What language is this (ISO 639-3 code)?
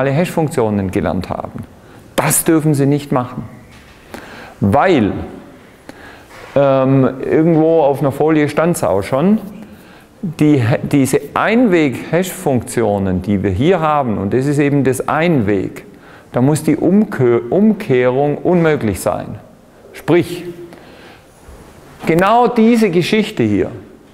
deu